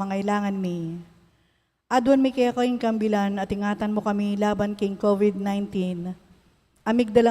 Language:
Pampanga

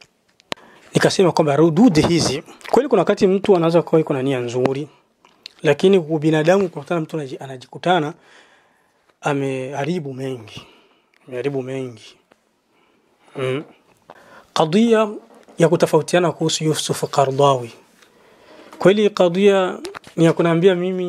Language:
Swahili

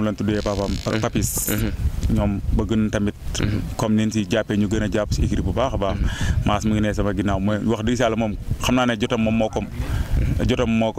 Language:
Wolof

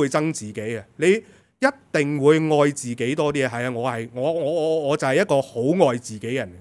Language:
Cantonese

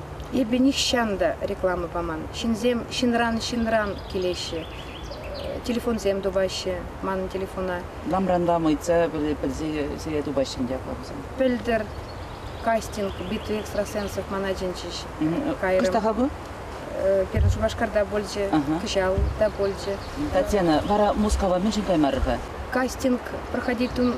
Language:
Chuvash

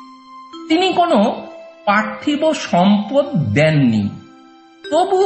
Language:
Bangla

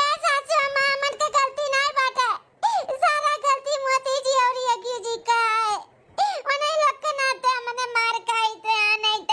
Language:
Awadhi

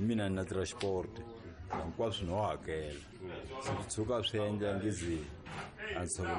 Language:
Tsonga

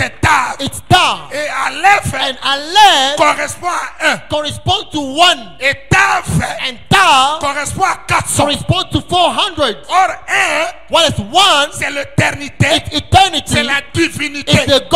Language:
French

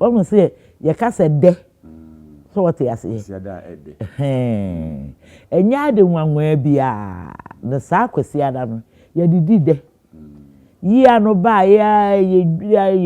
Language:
Akan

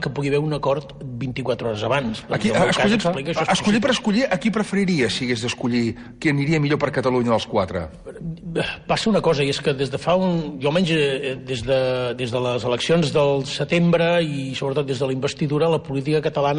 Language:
Catalan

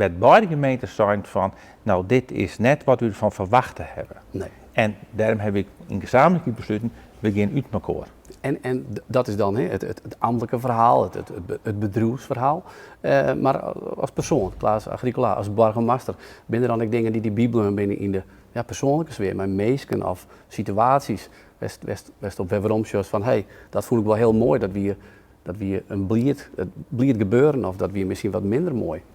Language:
Western Frisian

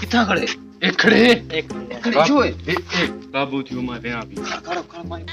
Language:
Saraiki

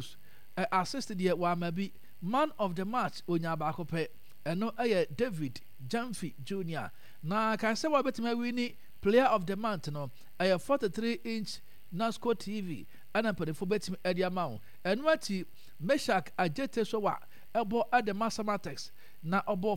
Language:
Akan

